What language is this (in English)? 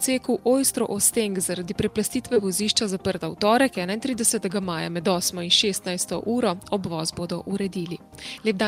Slovenian